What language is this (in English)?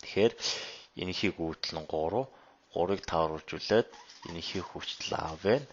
Mongolian